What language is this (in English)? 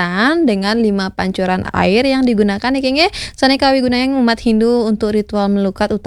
Balinese